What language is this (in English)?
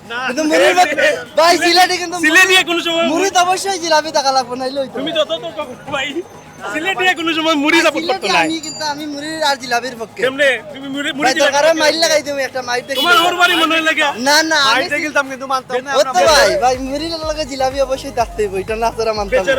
Sylheti